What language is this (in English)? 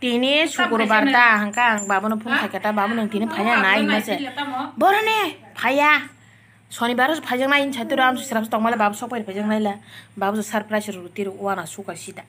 Kok Borok